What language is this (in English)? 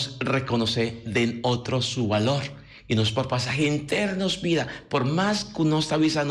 Papiamento